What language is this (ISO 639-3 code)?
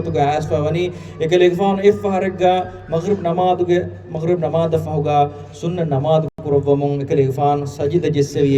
div